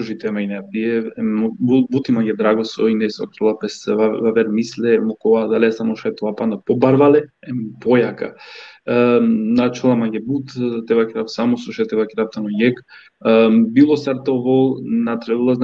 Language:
Balkan Romani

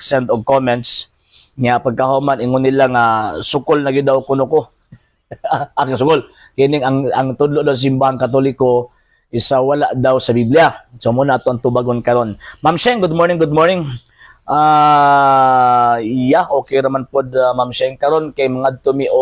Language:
Cebuano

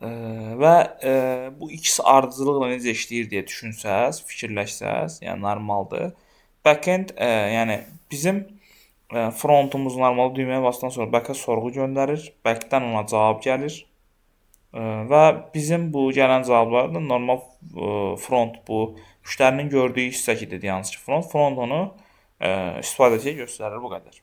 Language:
Azerbaijani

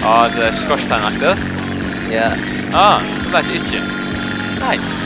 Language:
Faroese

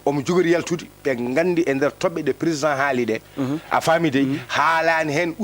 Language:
Fula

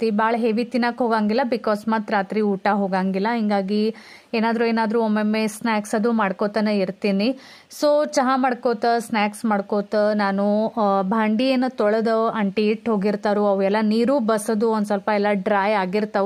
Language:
Kannada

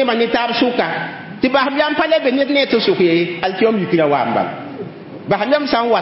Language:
Mossi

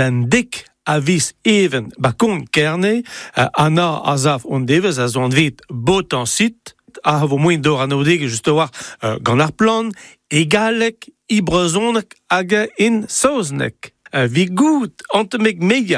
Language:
Breton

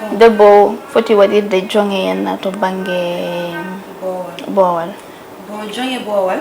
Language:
Fula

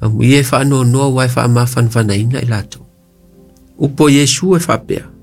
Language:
Samoan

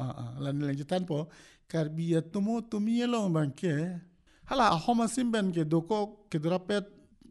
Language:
Karbi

